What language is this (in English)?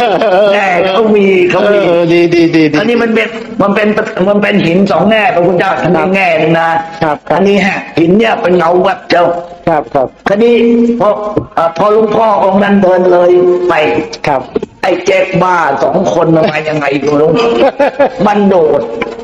Thai